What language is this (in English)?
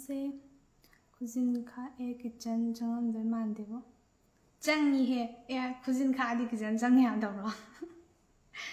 Manipuri